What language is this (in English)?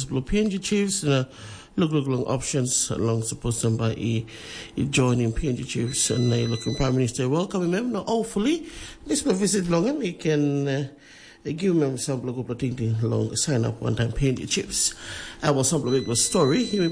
Tok Pisin